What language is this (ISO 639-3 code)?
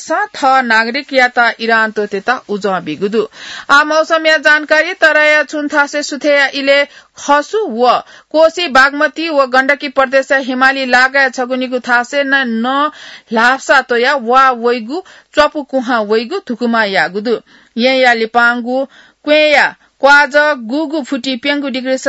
new